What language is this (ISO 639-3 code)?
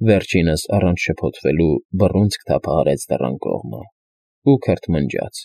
hye